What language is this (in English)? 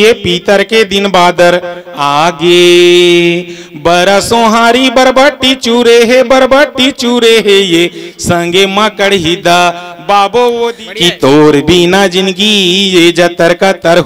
Chhattisgarhi